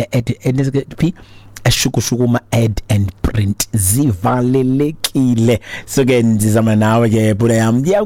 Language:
Xhosa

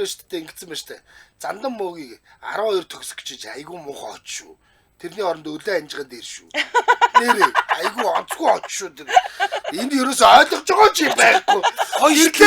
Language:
Mongolian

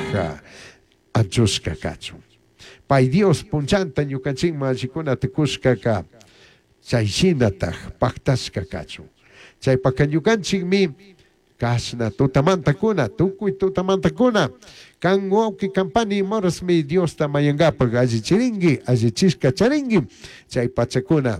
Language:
Chimborazo Highland Quichua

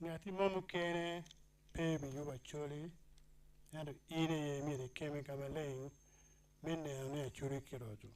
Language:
Acoli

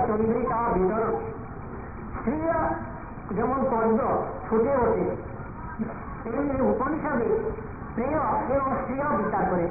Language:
Bangla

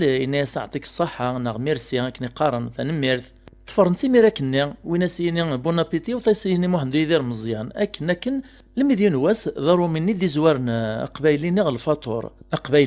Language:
Kabyle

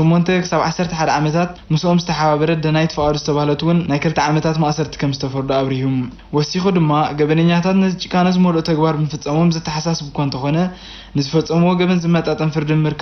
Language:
Tigrinya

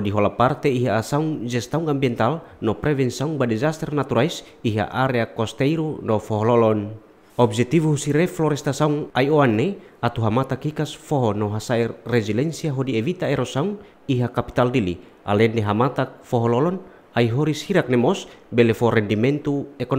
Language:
Tetum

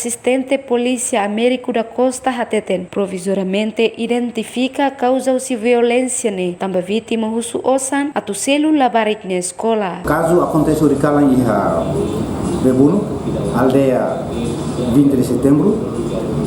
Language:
Tetum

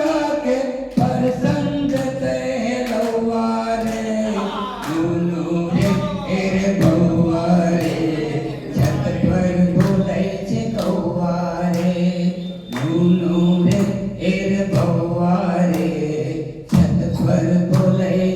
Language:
Angika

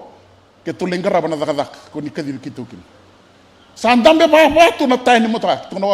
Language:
Fijian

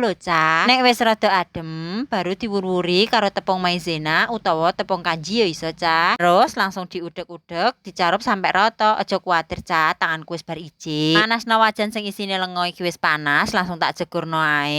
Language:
Javanese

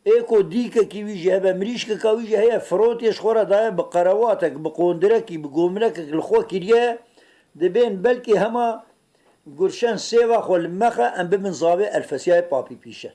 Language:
Kurdish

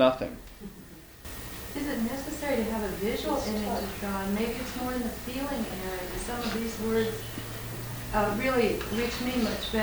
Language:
English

